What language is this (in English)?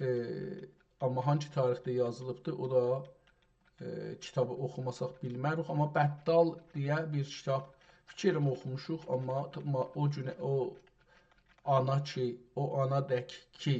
South Azerbaijani